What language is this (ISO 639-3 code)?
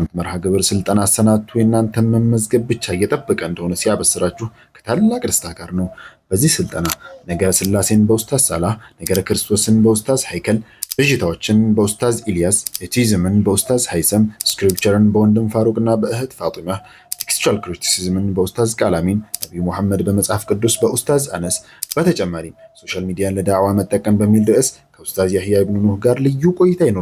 amh